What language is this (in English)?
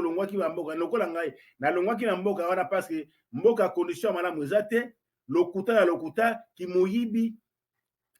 Lingala